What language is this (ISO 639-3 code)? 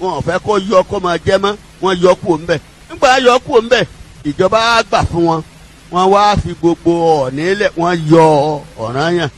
yor